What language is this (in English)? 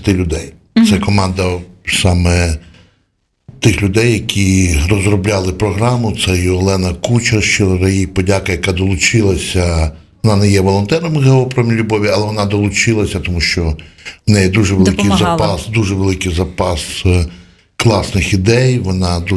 Ukrainian